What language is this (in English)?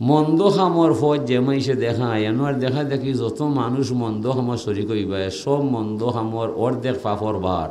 Sylheti